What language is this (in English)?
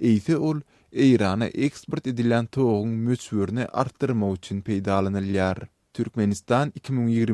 Turkmen